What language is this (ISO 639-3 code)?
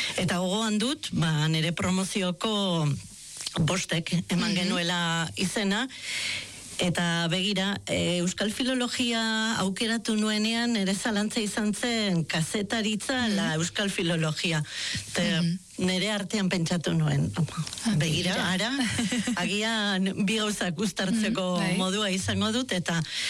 eus